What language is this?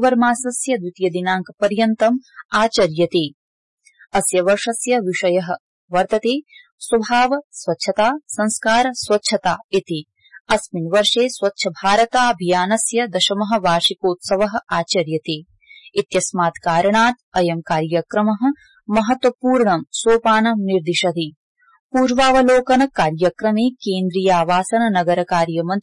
Sanskrit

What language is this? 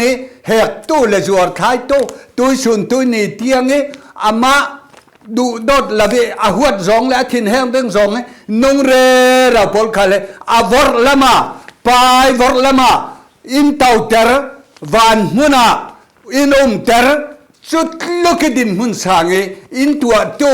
Falam Chin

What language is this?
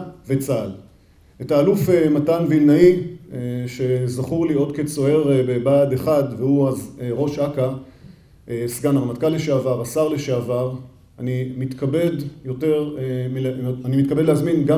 Hebrew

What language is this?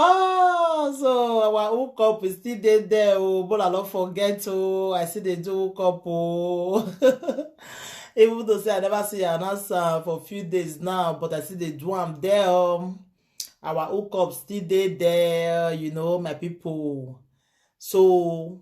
Nigerian Pidgin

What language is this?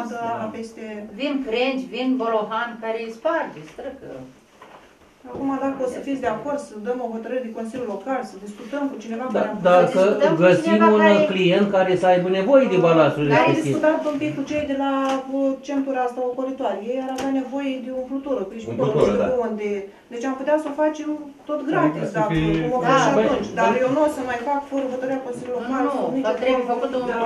Romanian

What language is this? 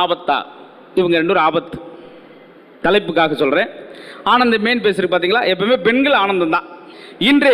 Tamil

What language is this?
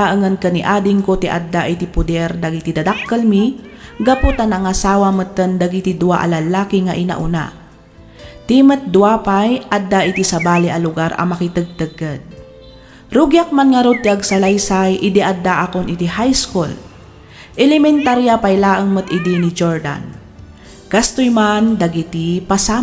Iloko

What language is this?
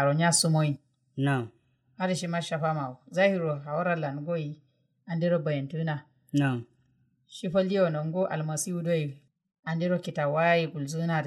Kanuri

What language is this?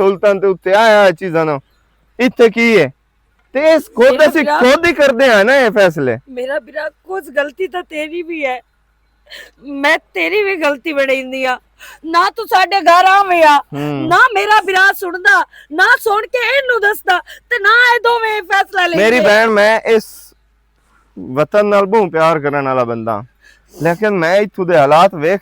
Western Panjabi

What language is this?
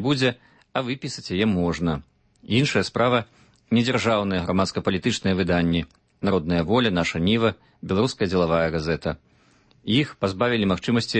Belarusian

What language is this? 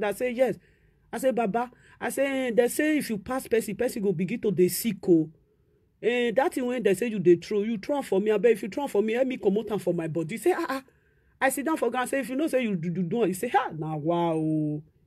Nigerian Pidgin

